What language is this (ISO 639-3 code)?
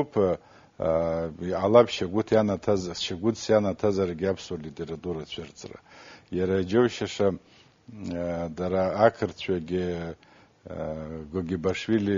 abk